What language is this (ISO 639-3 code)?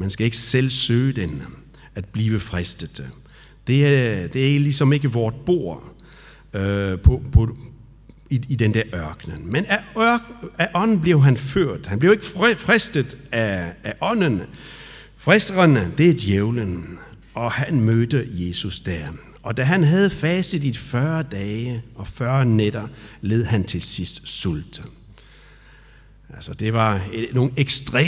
dan